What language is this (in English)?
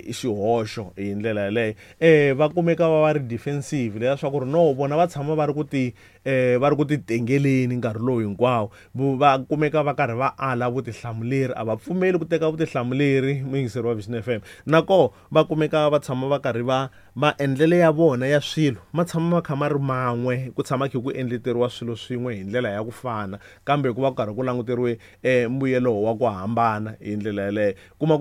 Tsonga